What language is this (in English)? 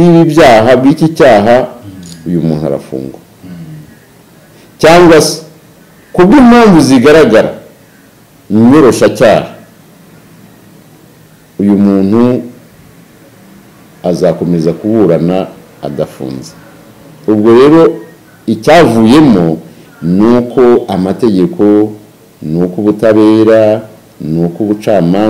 Kinyarwanda